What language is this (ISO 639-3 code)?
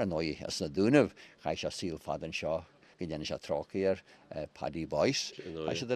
gle